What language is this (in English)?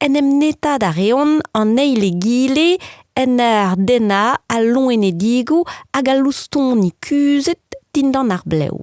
Breton